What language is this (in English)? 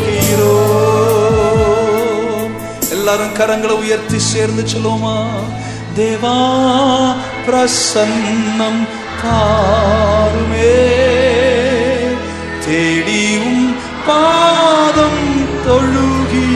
Tamil